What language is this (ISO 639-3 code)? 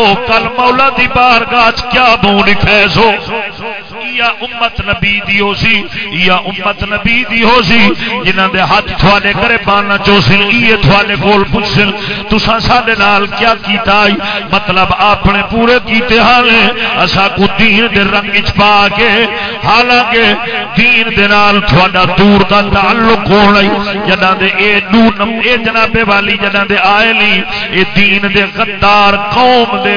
skr